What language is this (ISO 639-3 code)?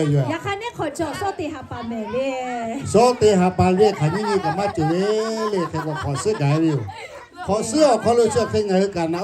lhu